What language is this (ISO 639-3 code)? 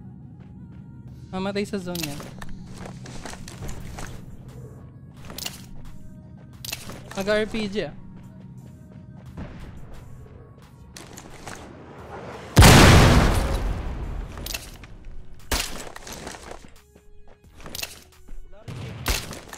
fil